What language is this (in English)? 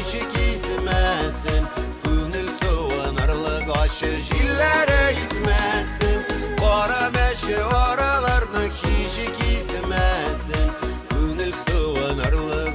Bashkir